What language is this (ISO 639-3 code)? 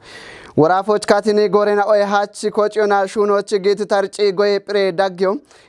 kbr